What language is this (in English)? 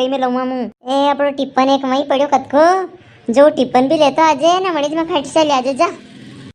Rajasthani